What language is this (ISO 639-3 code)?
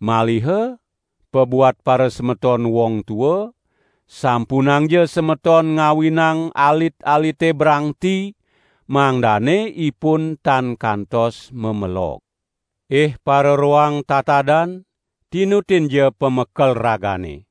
ban